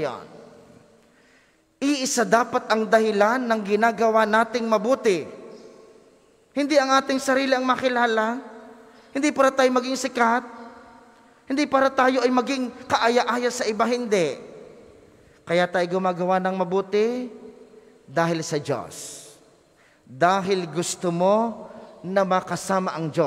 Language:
Filipino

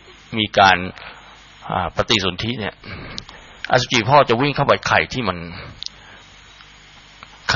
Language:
Thai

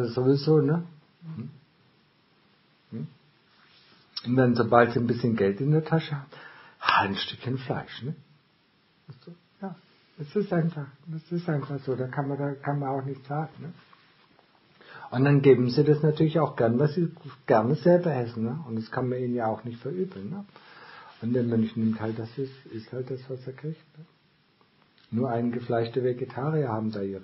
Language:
German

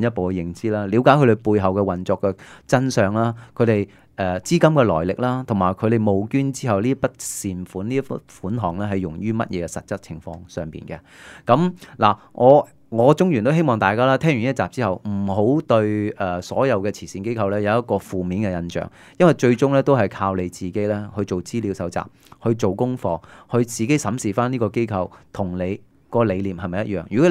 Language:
Cantonese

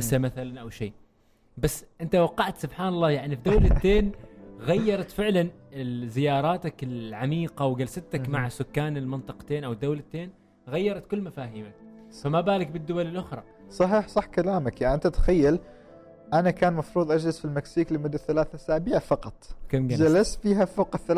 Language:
Gulf Arabic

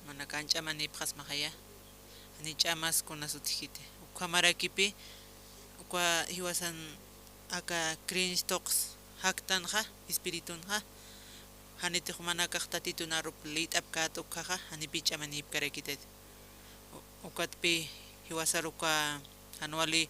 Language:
Aymara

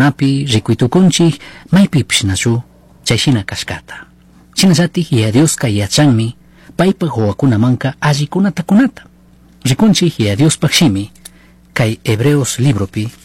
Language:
Chimborazo Highland Quichua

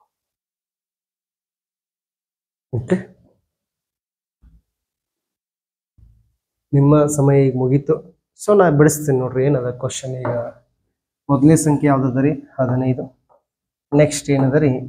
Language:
Kannada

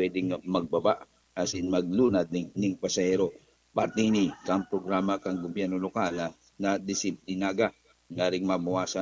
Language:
Bikol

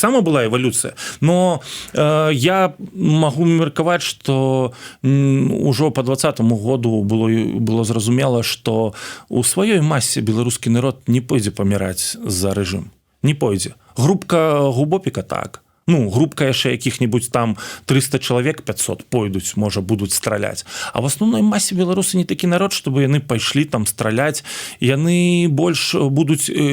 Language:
Belarusian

